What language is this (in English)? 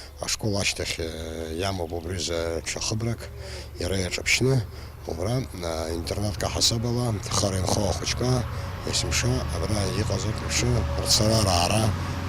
Abkhazian